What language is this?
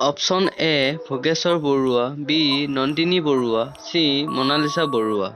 Assamese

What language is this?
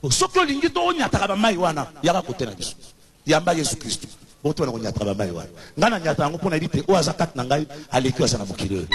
Lingala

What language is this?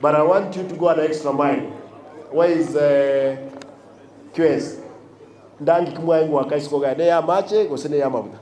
Gusii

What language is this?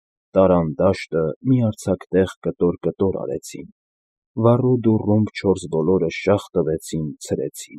Armenian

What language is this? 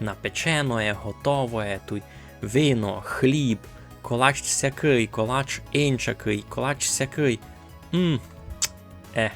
Rusyn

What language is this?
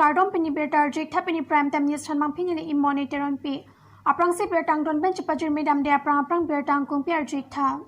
Karbi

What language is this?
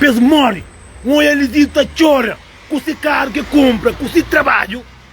Kabuverdianu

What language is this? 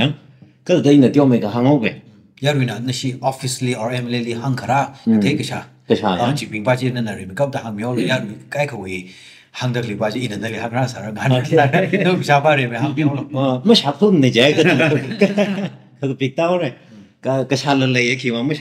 Tangkhul Naga (India)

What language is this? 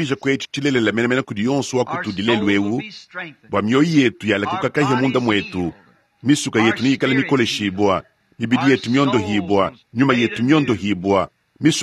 Luba-Lulua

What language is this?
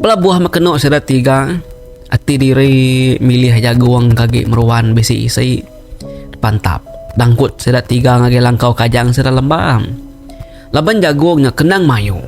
Iban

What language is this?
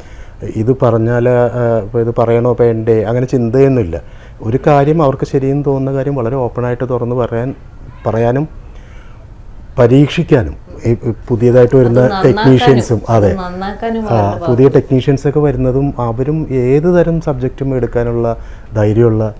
Malayalam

